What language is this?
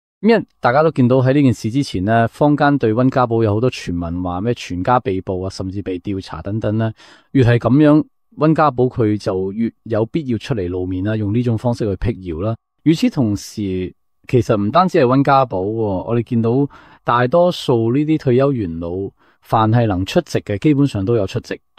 Cantonese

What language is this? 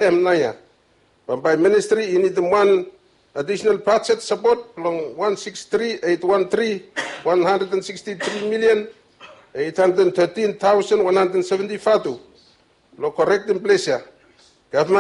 Bislama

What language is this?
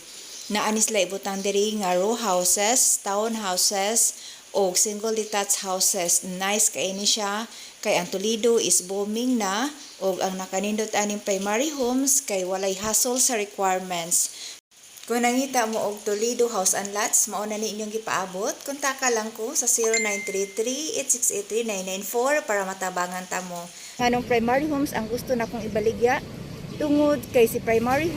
Cebuano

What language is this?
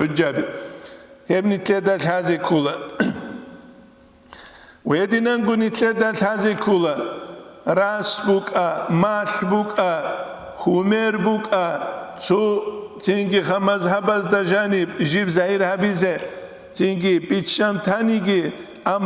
Avaric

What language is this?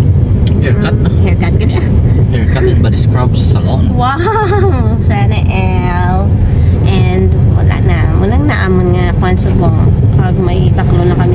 Hiligaynon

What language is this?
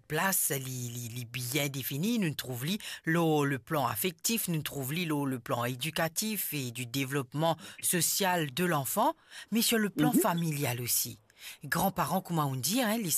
Morisyen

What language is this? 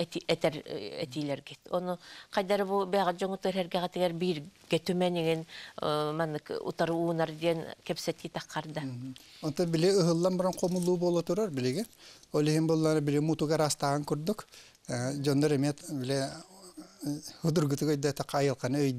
Yakut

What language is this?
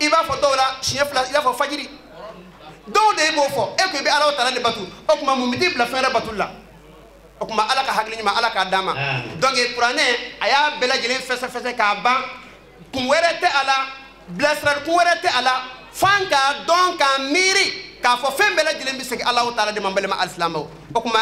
Bambara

